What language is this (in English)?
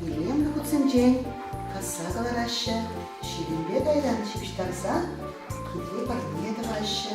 Chuvash